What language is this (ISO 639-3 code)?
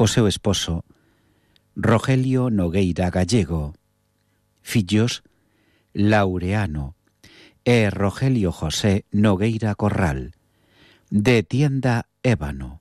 glg